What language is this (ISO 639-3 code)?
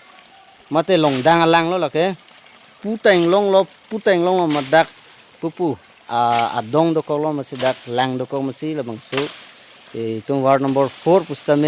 mjw